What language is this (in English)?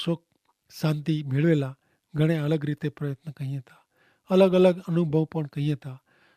Kachhi